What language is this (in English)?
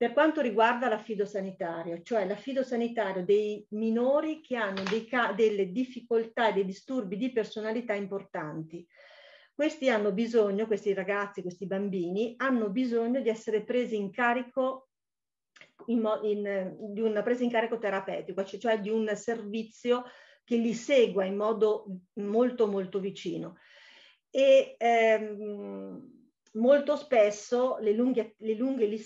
Italian